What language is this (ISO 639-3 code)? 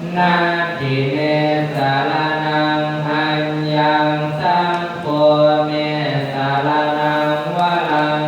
pli